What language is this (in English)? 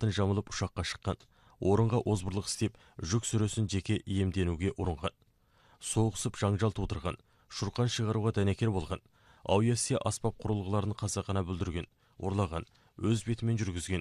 Kazakh